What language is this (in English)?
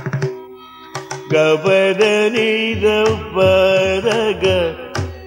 Telugu